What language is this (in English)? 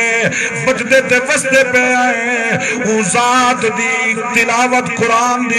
Saraiki